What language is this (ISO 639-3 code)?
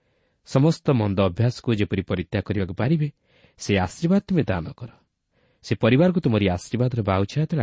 ori